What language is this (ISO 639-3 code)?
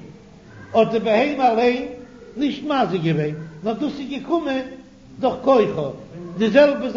yid